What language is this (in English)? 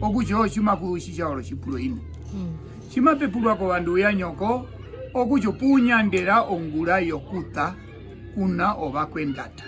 Herero